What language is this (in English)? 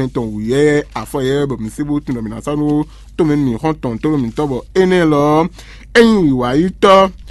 Fon